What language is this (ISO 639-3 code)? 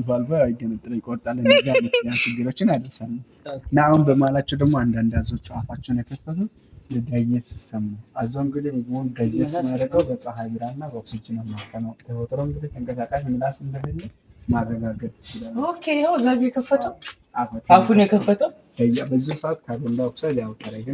amh